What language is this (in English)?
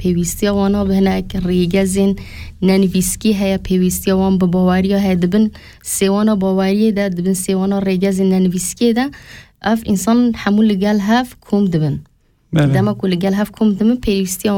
Kurdish